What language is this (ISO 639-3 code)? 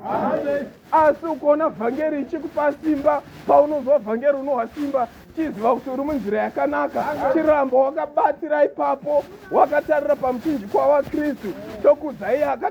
sna